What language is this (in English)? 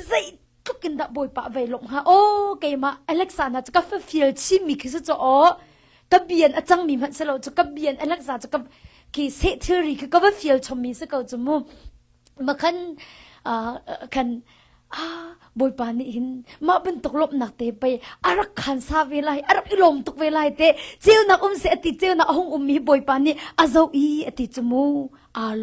Hakha Chin